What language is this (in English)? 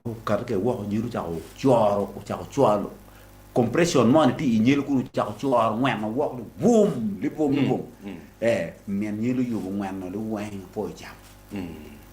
Acoli